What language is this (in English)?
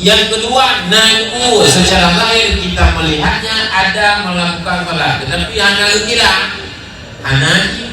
Achinese